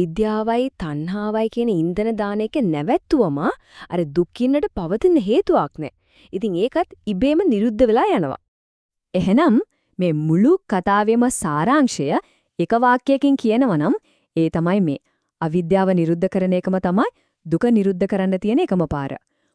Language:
Sinhala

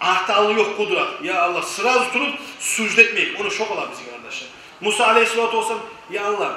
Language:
Kumyk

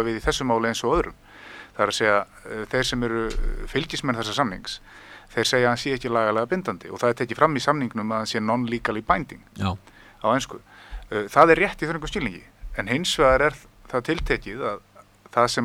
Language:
Icelandic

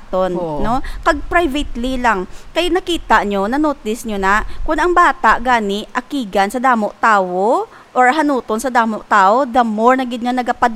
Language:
Hiligaynon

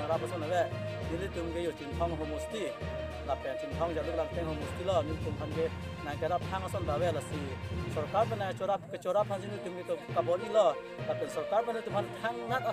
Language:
Karbi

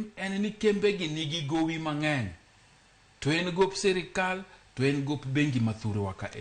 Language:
Luo (Kenya and Tanzania)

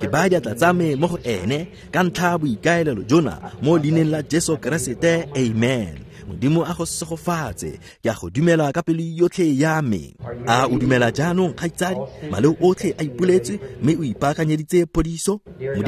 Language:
Tswana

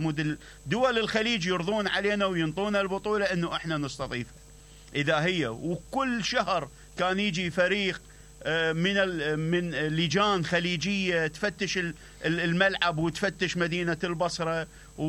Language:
Mesopotamian Arabic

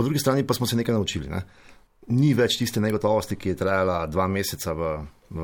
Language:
Slovenian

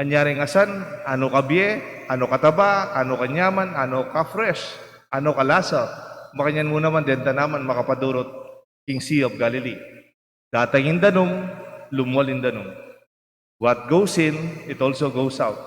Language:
Pampanga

